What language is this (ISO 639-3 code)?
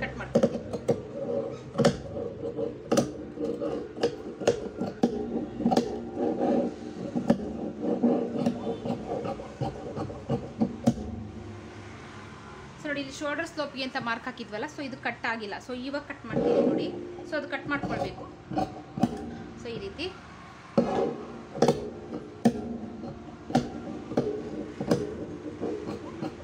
kan